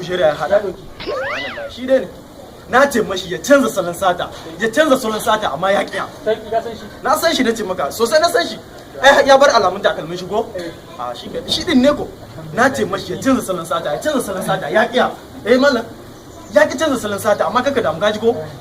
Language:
Hausa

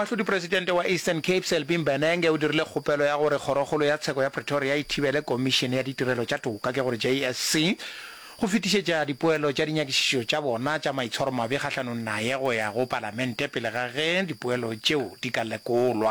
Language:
Northern Sotho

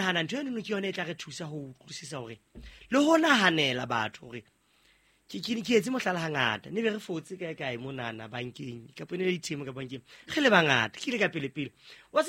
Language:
Southern Sotho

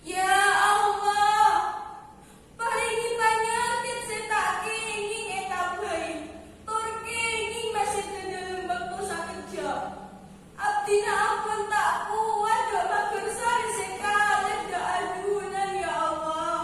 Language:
Madurese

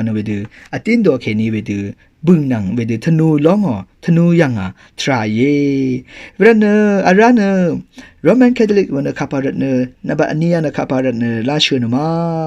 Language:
Rawang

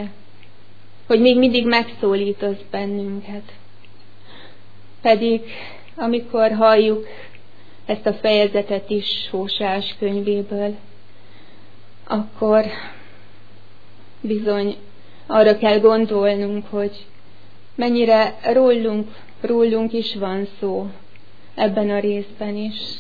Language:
Hungarian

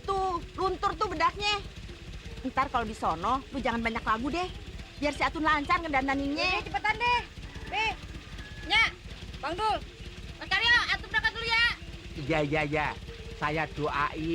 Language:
Betawi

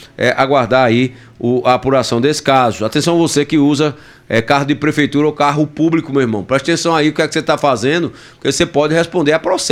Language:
Portuguese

